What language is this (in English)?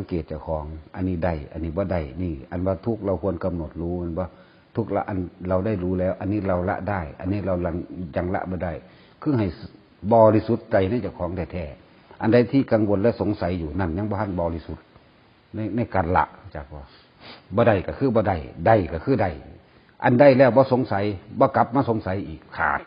Northeastern Thai